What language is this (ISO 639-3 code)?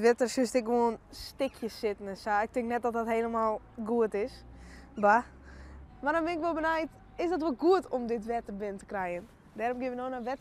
fry